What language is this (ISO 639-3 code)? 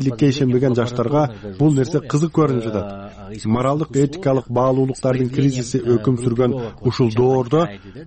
kir